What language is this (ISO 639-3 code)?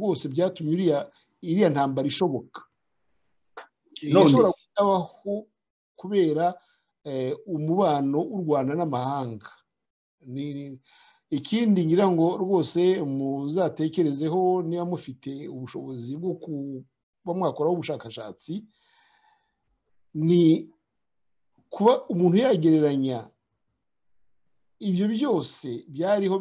kin